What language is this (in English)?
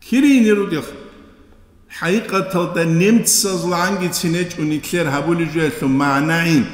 Avaric